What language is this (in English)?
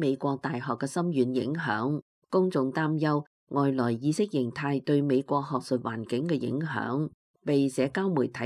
Cantonese